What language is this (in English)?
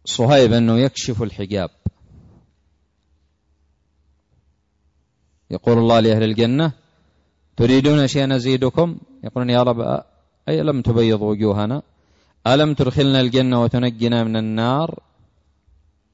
Arabic